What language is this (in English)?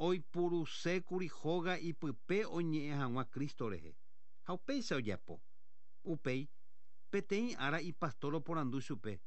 Guarani